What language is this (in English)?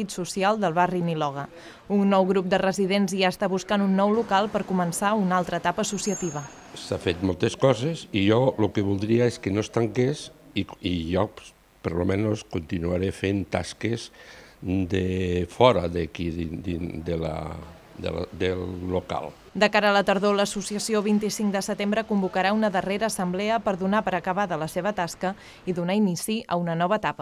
Catalan